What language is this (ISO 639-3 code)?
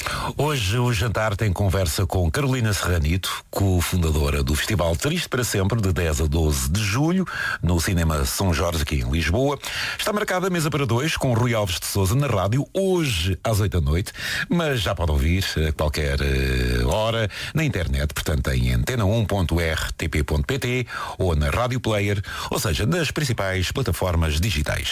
por